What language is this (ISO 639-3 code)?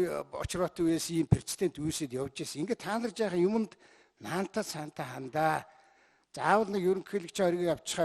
mon